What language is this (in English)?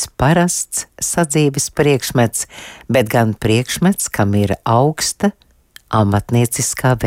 Latvian